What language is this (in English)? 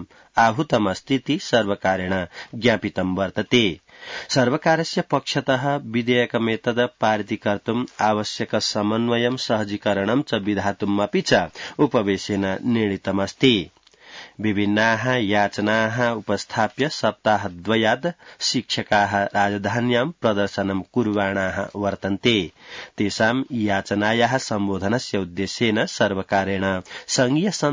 Sanskrit